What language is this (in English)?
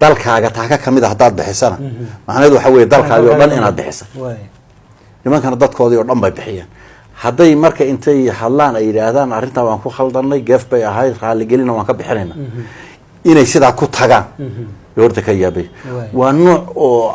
Somali